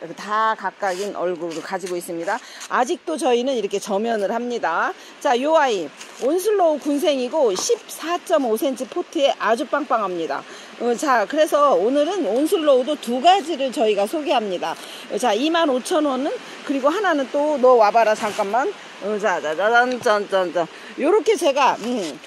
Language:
Korean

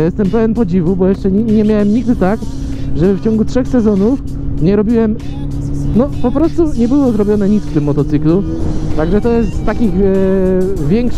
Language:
Polish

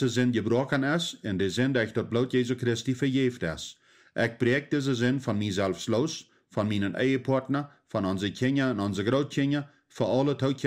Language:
Plautdietsch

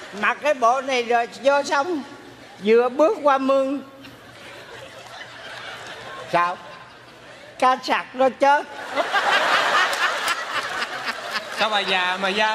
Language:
Vietnamese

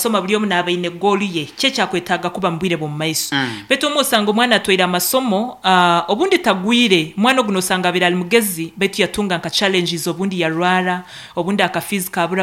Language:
Nyankole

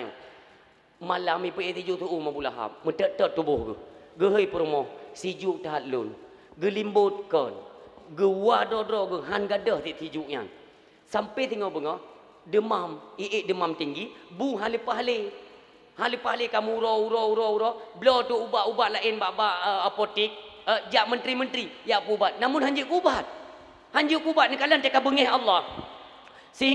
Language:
Achinese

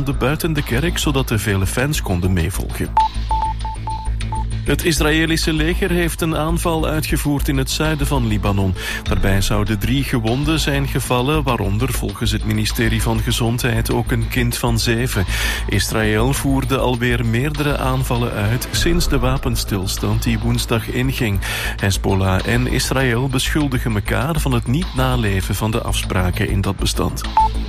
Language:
Dutch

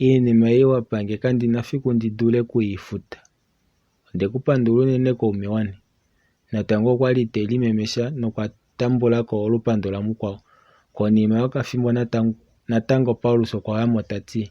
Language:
Kuanyama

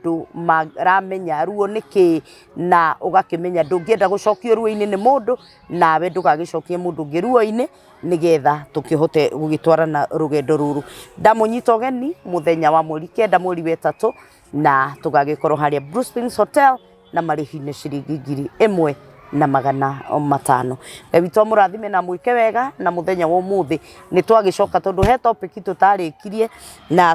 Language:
Kikuyu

